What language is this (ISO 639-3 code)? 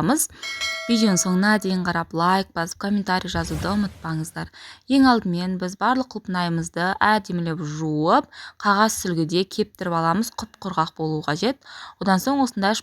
kaz